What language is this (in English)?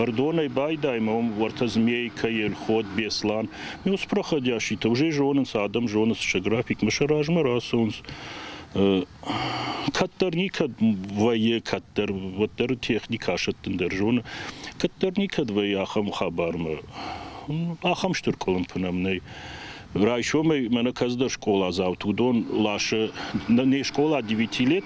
Ossetic